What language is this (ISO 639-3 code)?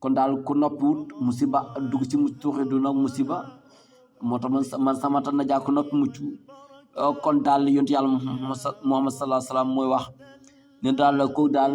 wol